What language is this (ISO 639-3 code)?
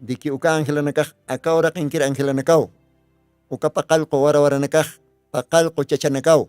aym